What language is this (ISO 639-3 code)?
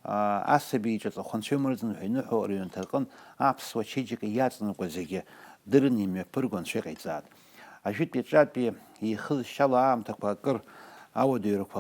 abk